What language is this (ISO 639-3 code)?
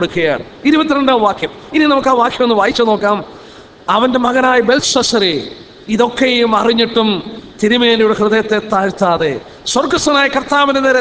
mal